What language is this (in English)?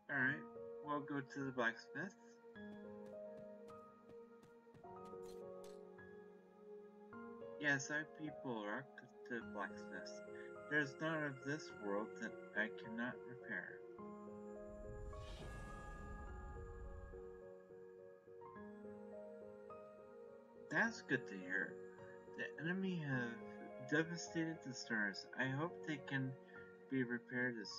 English